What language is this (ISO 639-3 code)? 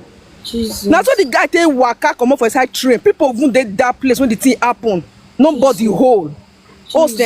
pcm